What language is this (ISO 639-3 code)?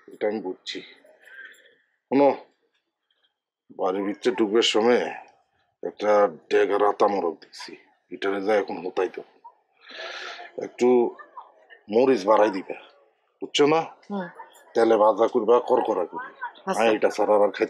ben